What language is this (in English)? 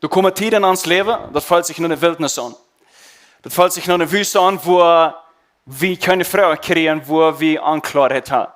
Plautdietsch